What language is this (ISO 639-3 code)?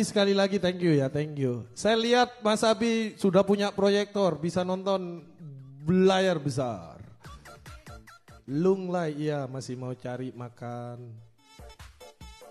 ind